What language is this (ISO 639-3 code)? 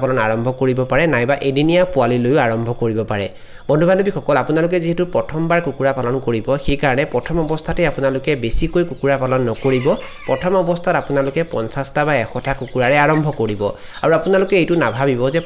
asm